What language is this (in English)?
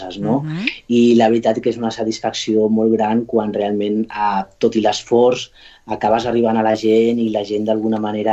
Catalan